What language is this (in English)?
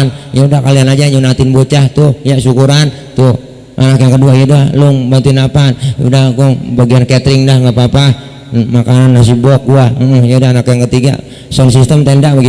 Betawi